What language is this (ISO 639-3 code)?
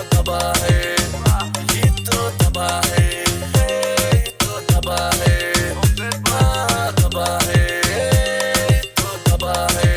hif